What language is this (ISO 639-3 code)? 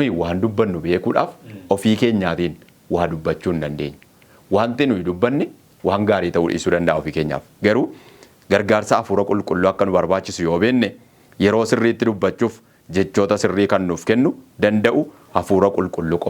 orm